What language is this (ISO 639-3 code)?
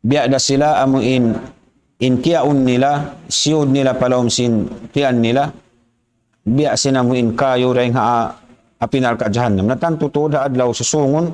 tsg